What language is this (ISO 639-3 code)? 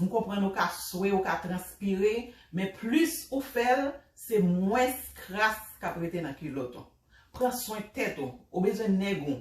hat